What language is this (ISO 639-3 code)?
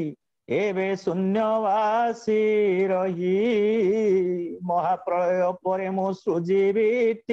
ori